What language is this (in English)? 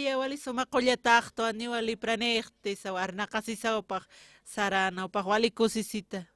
Aymara